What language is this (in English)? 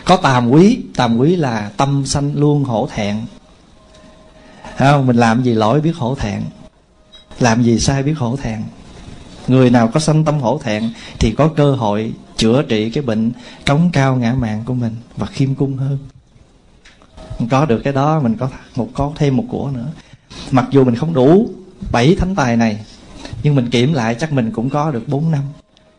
Vietnamese